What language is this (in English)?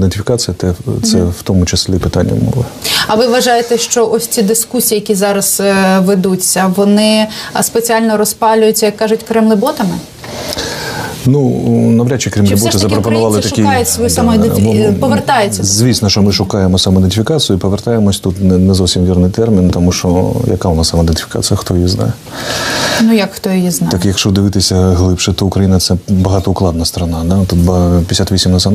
Ukrainian